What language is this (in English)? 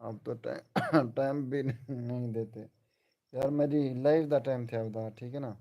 Saraiki